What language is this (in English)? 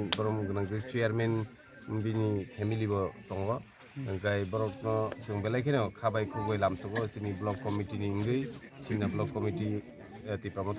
Kok Borok